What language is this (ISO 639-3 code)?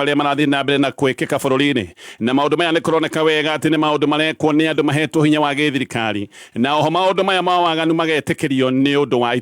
kik